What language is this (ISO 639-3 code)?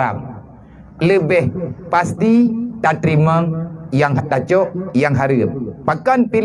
ace